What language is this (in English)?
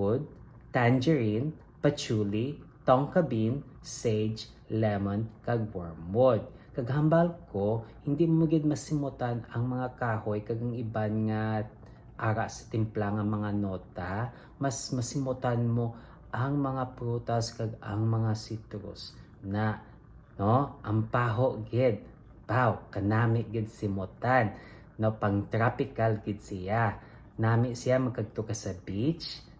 Hiligaynon